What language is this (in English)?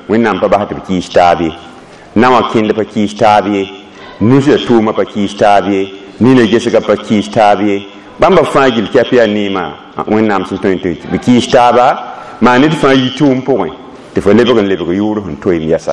Mossi